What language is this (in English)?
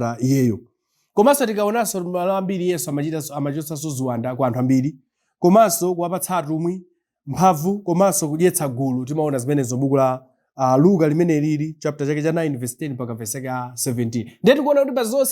Nyanja